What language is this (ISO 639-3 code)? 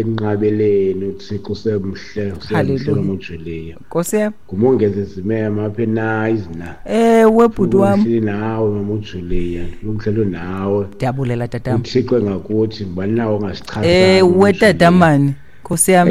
xho